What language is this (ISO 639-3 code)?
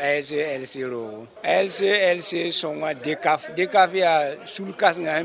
mos